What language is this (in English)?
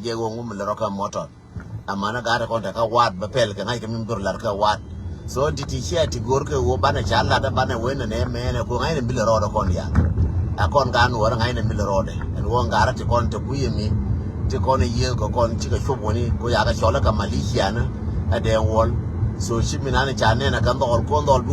Nuer